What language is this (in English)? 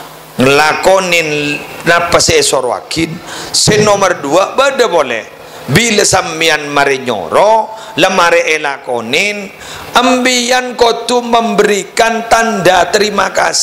Madurese